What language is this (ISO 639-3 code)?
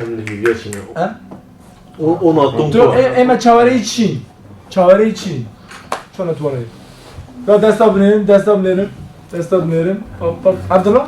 kur